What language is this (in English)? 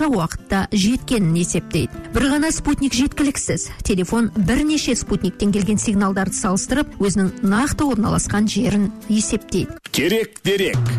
Kazakh